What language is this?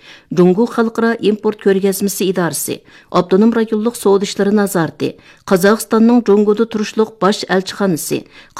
Uyghur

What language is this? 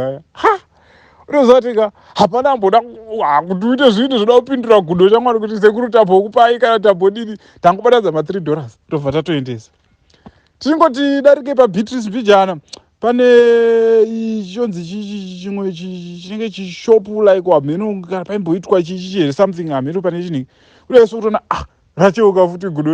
Shona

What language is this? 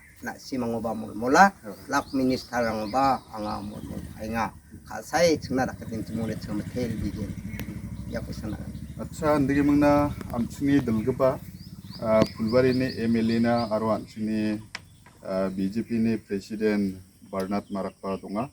Garo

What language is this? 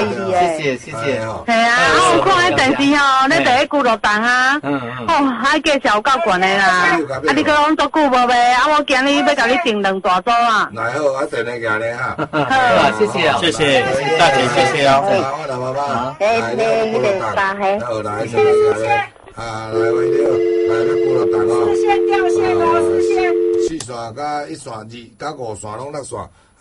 Min Nan Chinese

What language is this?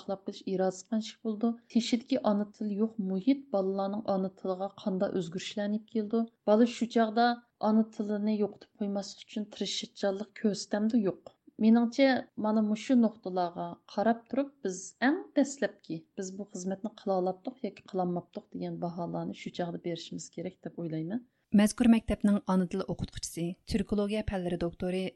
Uyghur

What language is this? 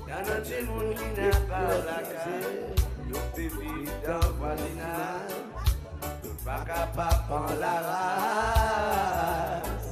Seselwa Creole French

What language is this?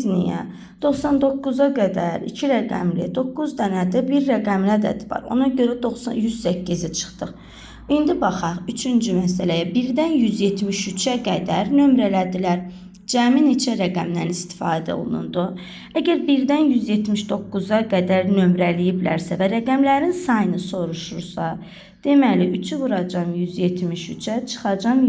Azerbaijani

